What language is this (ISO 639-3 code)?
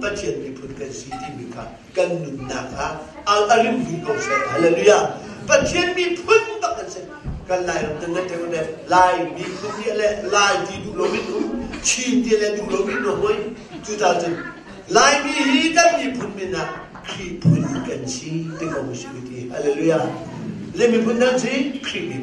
cnh